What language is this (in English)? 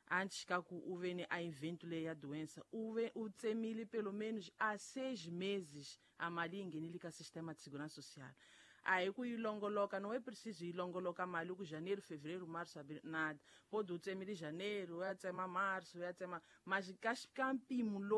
Tsonga